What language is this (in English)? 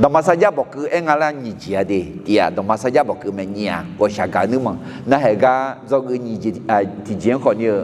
Akha